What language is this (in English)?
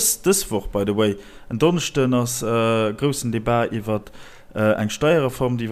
Luxembourgish